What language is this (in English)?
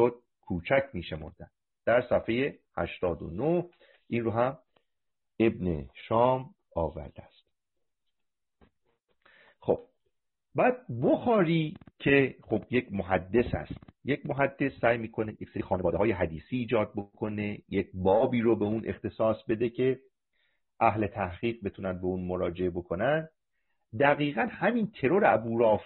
Persian